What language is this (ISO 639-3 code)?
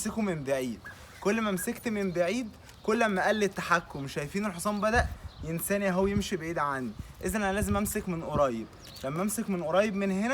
arz